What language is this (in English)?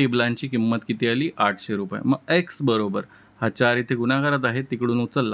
Marathi